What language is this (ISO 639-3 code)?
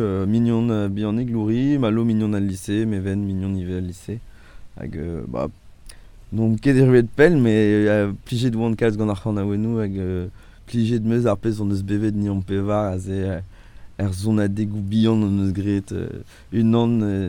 bre